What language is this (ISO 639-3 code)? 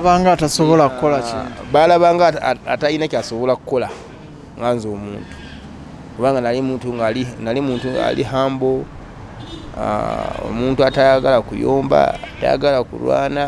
lug